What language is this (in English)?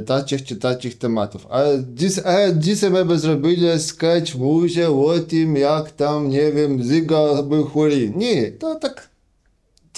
Kashubian